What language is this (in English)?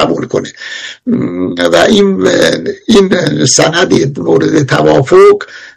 Persian